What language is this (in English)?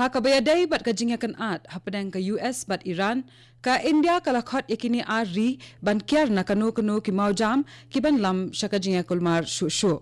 Khasi